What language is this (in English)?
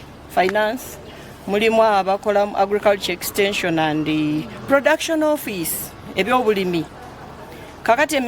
Nyankole